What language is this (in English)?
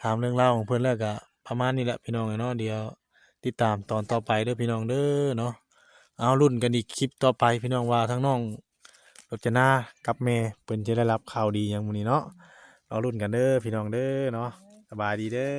Northeastern Thai